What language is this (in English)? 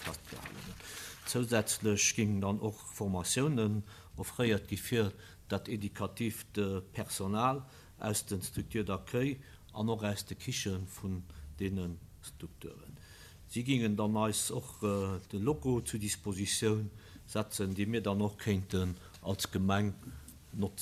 Luxembourgish